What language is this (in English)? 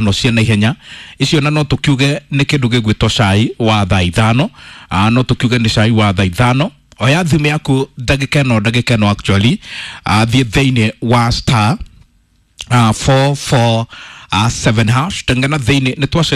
Kikuyu